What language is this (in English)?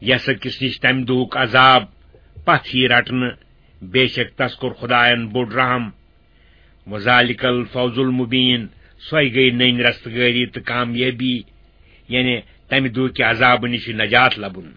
Kashmiri